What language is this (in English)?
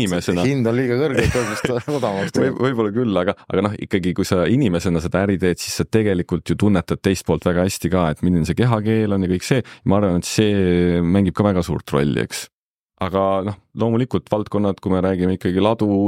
Estonian